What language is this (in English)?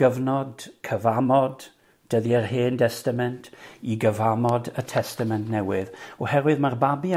Welsh